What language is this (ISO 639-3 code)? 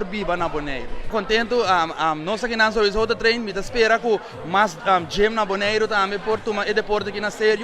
pap